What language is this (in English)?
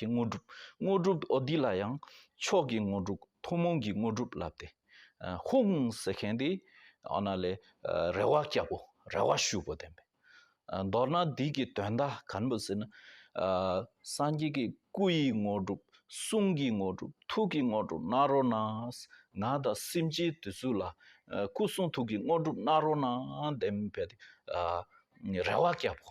Tibetan